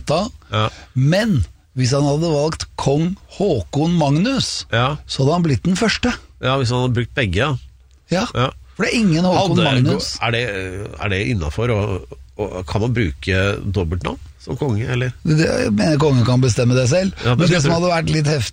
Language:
Norwegian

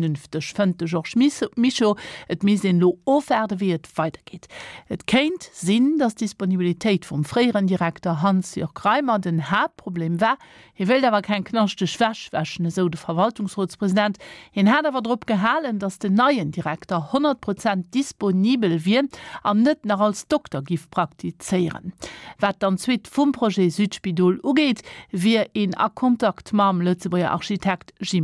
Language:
Luxembourgish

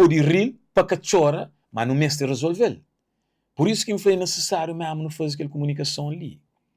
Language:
Kabuverdianu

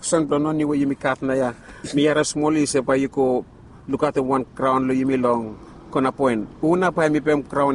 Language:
Bislama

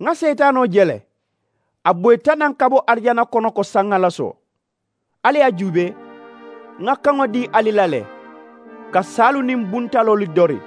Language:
Mandingo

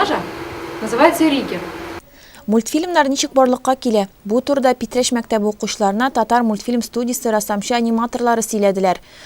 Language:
Tatar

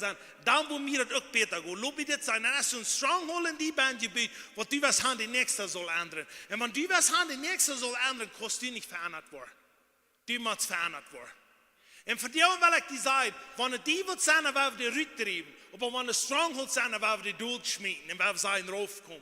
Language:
Plautdietsch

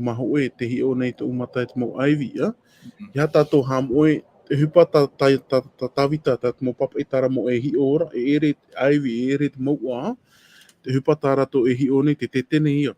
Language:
Tahitian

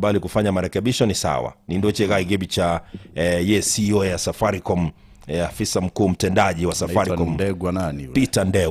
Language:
Gusii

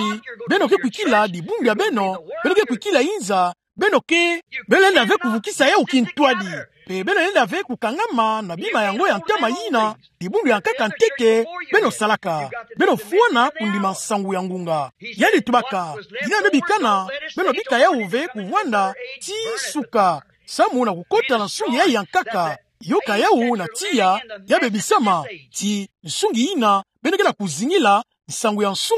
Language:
Kituba (Democratic Republic of Congo)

